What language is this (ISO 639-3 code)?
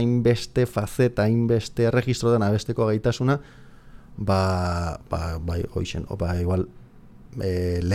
eus